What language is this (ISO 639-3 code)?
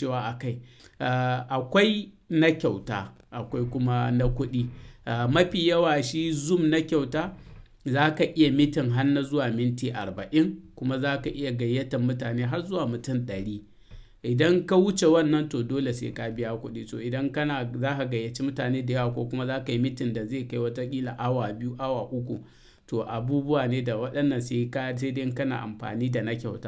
hau